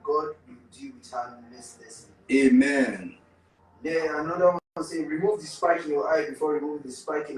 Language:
Nigerian Pidgin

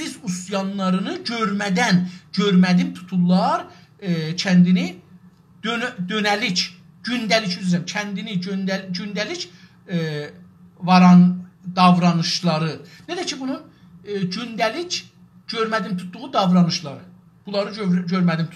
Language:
South Azerbaijani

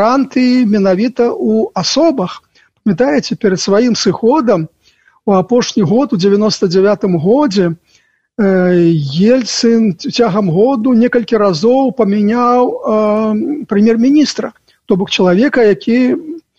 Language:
Belarusian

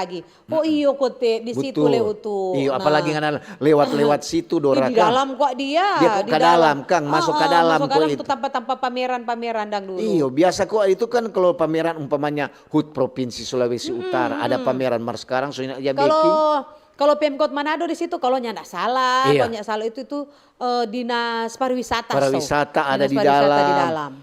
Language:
Manado Malay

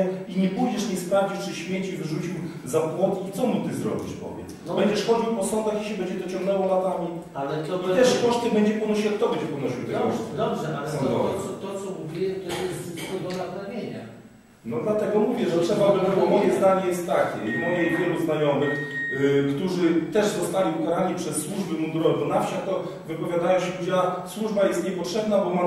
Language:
Polish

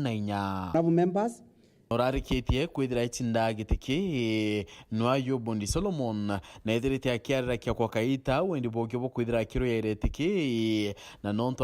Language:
Meru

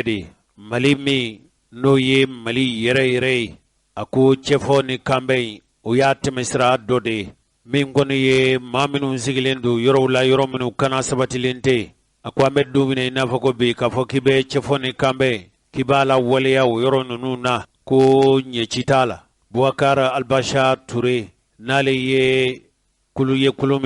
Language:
Bambara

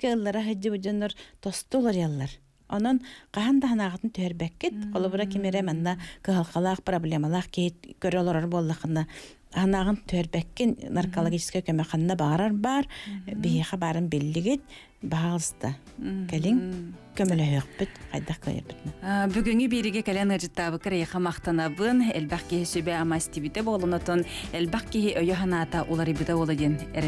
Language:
Yakut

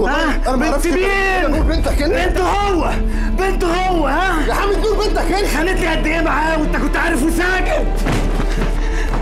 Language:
Egyptian Arabic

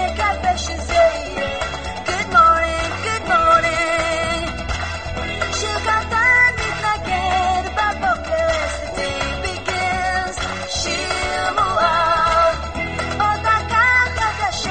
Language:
Hebrew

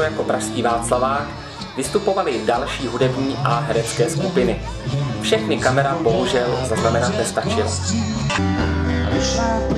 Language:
Czech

